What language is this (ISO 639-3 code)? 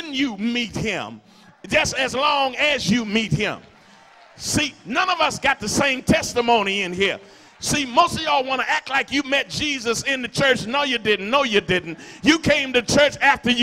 eng